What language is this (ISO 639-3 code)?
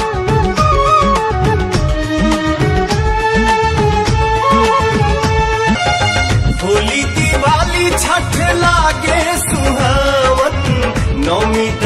bho